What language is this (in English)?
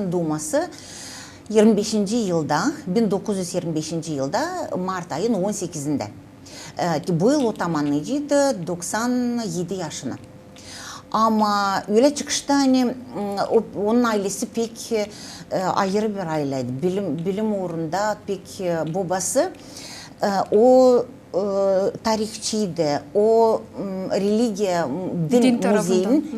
Gagauz